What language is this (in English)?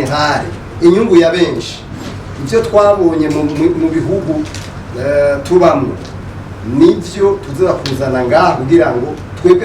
Rundi